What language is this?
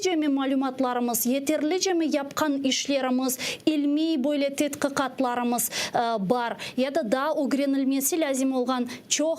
Crimean Tatar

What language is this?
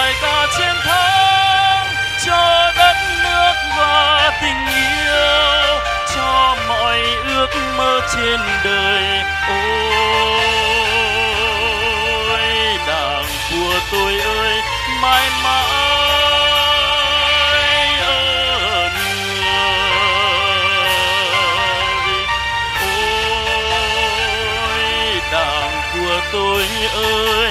Vietnamese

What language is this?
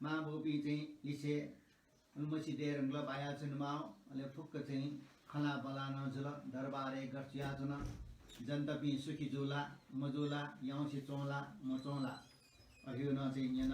Newari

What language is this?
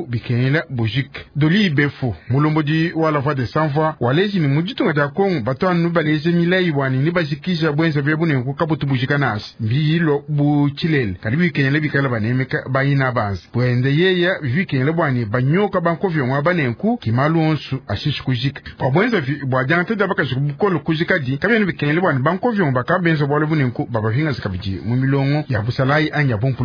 Luba-Lulua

